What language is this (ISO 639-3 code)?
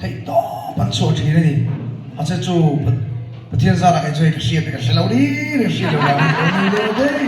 lus